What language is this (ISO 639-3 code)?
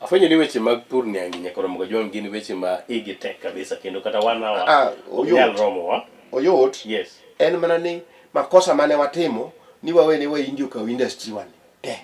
luo